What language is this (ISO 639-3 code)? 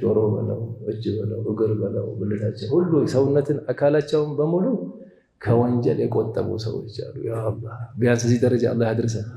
amh